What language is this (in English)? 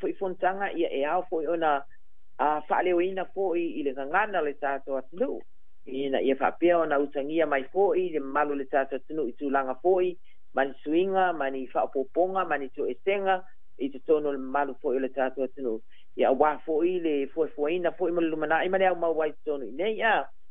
Samoan